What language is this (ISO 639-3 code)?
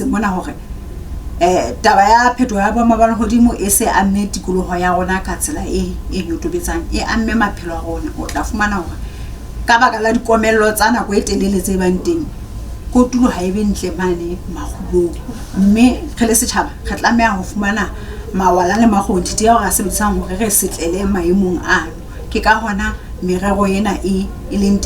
sot